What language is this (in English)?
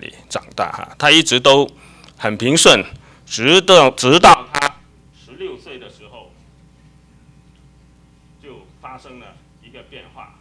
Chinese